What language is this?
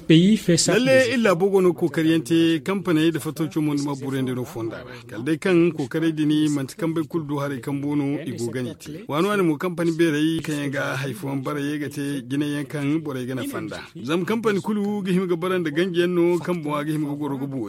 Zarma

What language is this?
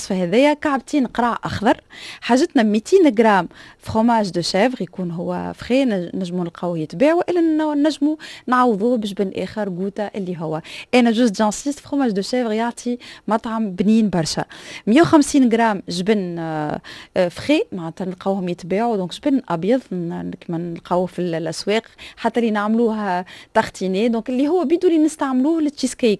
Tunisian Arabic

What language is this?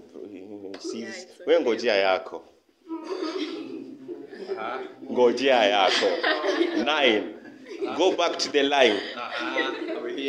Swahili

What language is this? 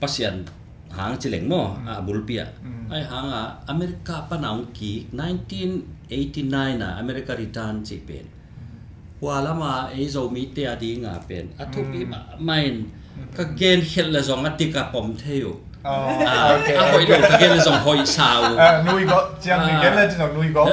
Tedim Chin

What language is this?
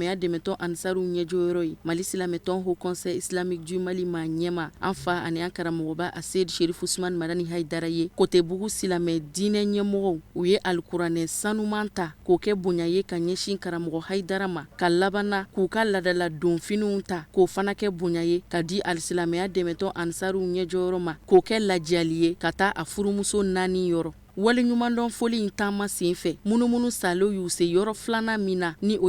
Bambara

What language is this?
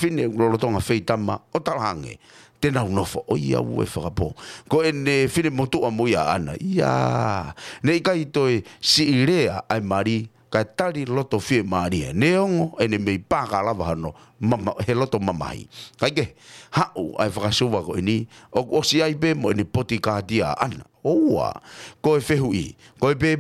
Tongan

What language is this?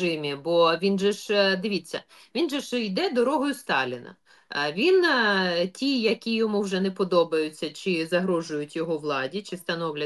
Ukrainian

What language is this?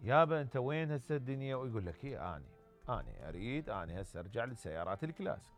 Mesopotamian Arabic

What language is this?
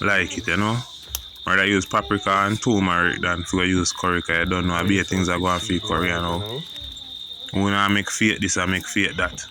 Jamaican Creole English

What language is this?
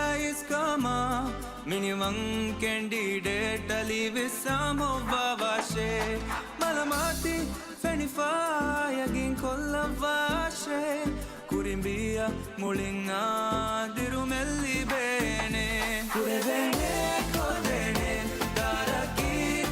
Divehi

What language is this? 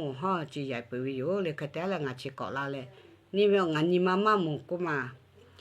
Lahu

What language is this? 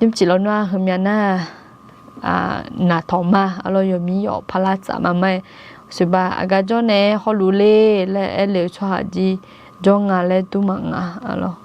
Akha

